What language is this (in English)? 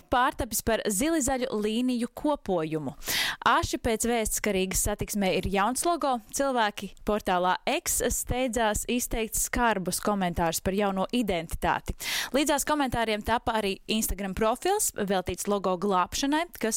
Latvian